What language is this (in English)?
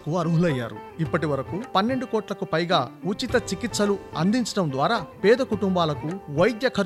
Telugu